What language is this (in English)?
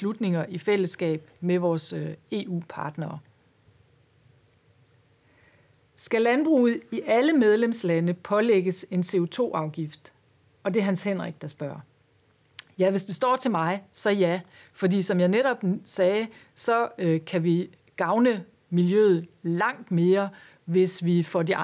Danish